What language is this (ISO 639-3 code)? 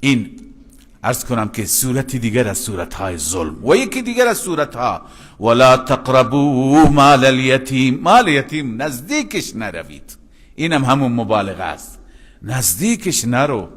fas